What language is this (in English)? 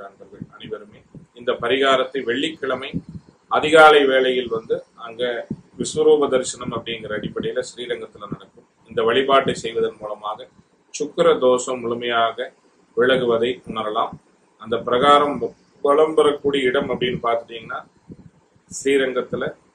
Tamil